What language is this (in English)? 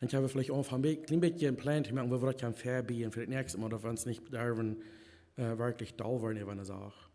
Plautdietsch